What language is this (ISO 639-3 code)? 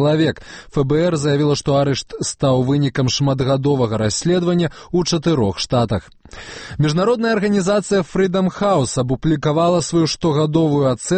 bel